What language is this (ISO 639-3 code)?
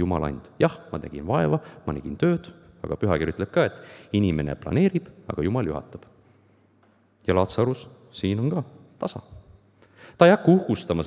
est